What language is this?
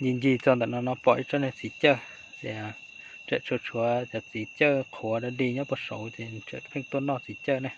Hmong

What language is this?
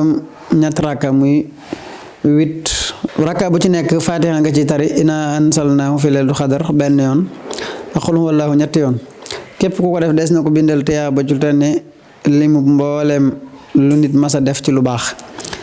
Wolof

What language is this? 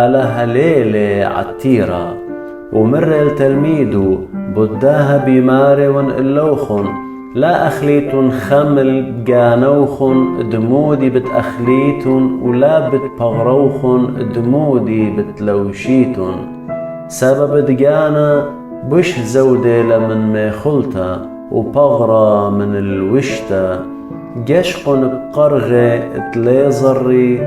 Assyrian Neo-Aramaic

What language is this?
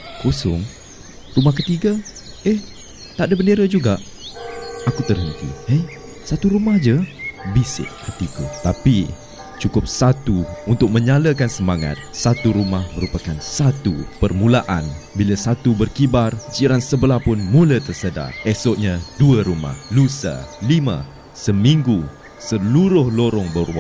Malay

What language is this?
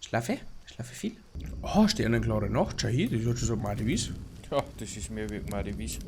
Bavarian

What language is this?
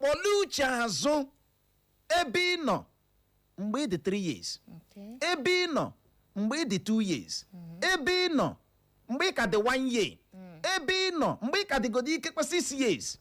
Igbo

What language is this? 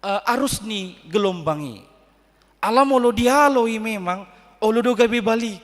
Batak Toba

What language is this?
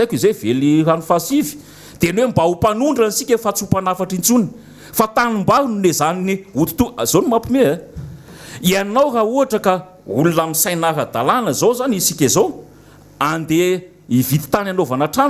Malagasy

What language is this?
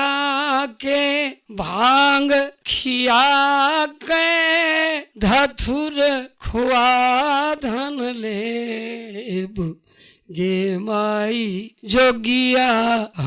Maithili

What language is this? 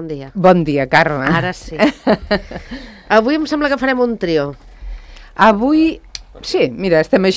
Catalan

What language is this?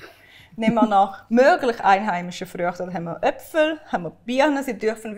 Swiss German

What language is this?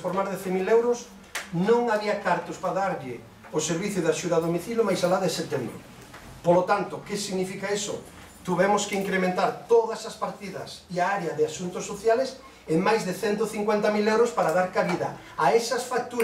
Galician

